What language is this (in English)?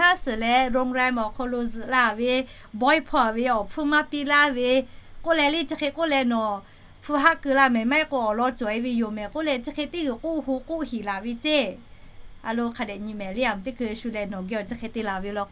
Lahu